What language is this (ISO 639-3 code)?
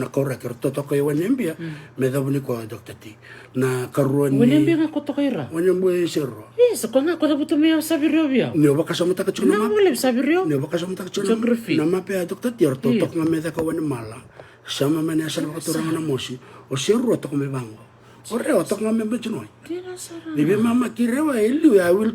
fij